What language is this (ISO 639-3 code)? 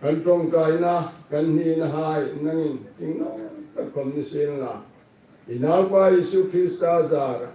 hmr